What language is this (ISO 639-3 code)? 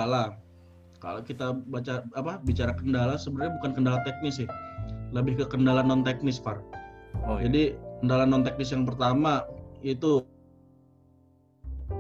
ind